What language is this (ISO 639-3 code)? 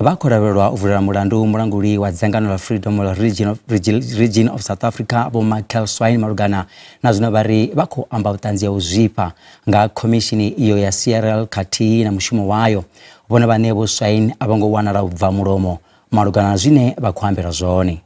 ven